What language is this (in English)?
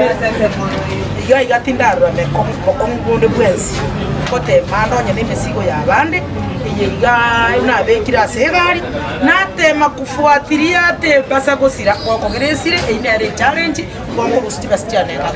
Gusii